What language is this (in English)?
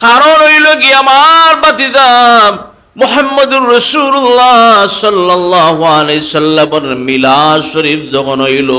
Sylheti